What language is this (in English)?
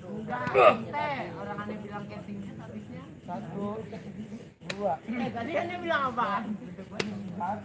Betawi